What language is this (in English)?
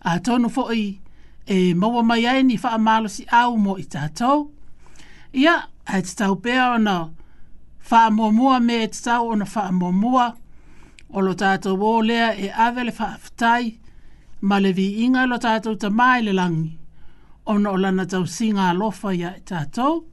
Samoan